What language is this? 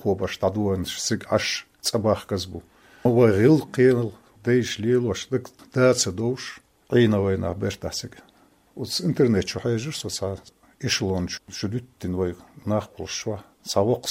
Chechen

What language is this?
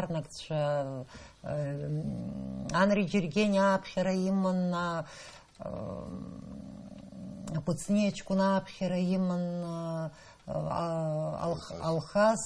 Abkhazian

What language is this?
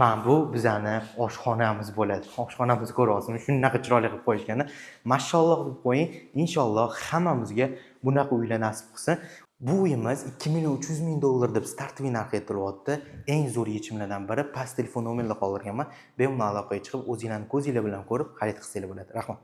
Uzbek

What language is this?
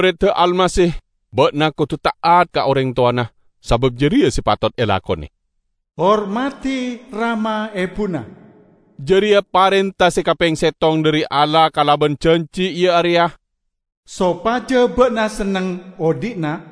Madurese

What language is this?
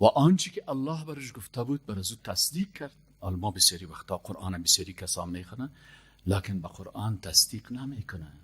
Persian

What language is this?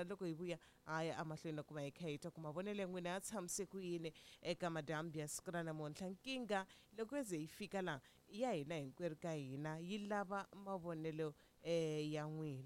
Tsonga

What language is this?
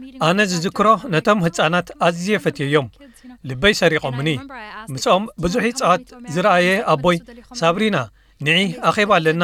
Tigrinya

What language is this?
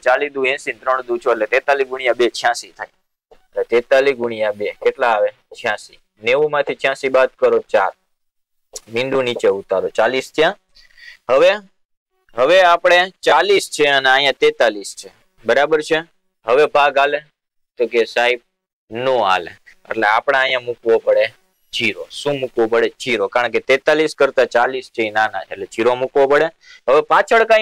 Gujarati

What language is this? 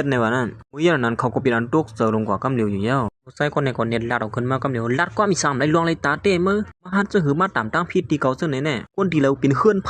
Shan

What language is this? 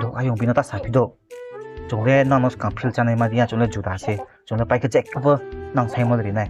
Riang (India)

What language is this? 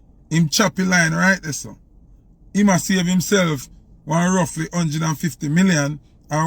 Jamaican Creole English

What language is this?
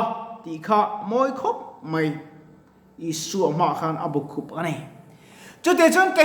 Mizo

